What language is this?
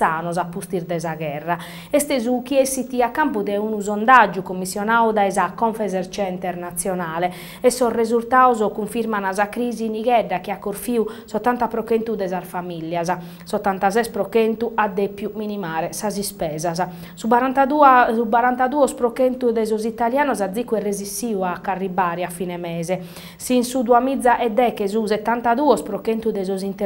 Sardinian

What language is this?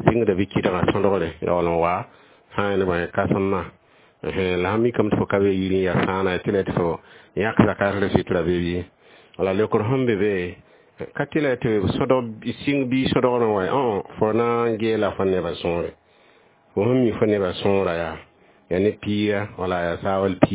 Mossi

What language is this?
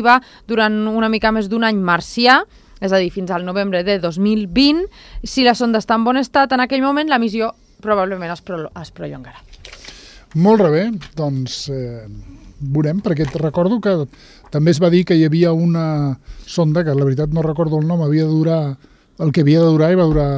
Catalan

